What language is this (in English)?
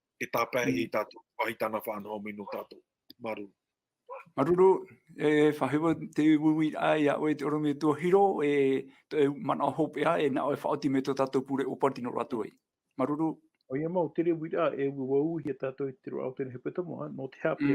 Tahitian